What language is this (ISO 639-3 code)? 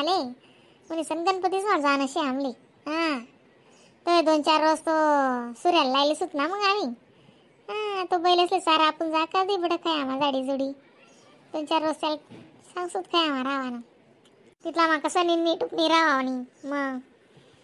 khn